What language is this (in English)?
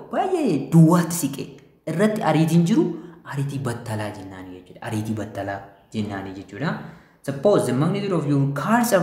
Oromo